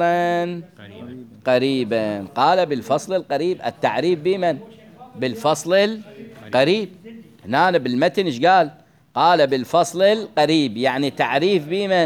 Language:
Mesopotamian Arabic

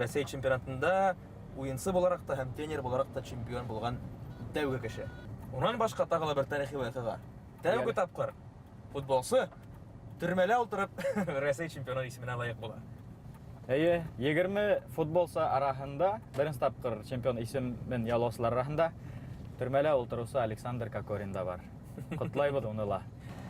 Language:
Bashkir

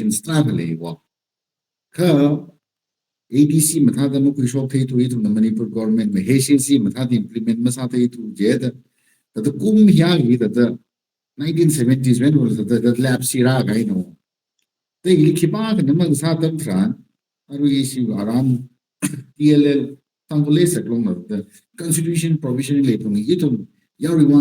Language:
Tangkhul Naga (India)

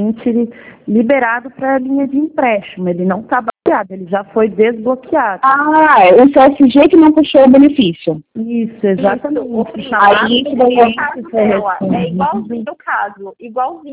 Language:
Portuguese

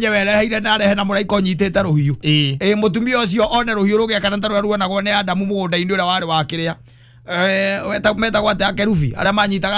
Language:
Kikuyu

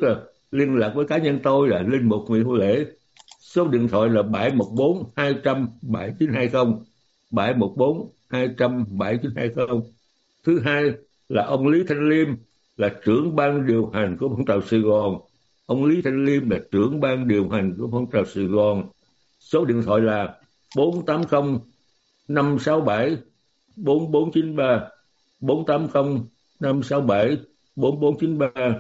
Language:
Vietnamese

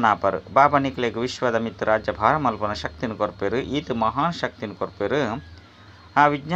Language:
Tulu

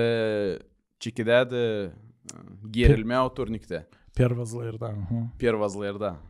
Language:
Gagauz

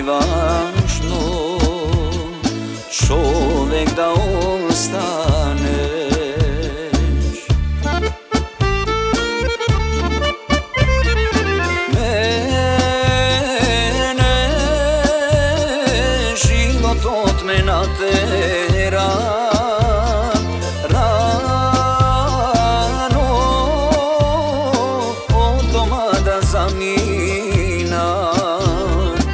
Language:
Macedonian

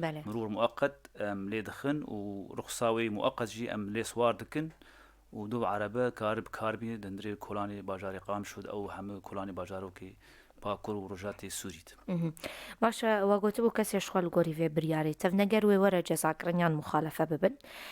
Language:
Kurdish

